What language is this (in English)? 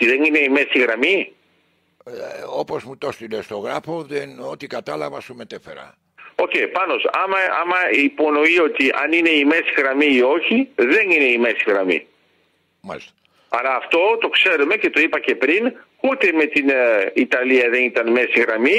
Greek